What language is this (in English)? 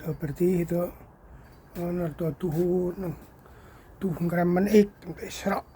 Central Mnong